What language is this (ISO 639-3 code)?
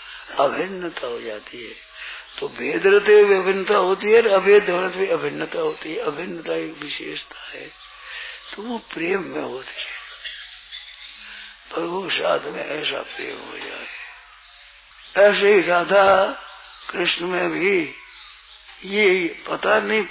hin